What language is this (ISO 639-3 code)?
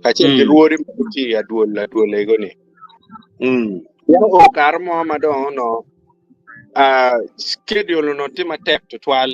ach